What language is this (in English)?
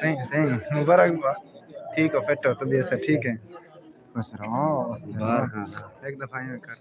Saraiki